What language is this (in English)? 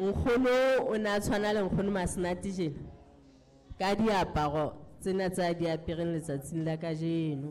Southern Sotho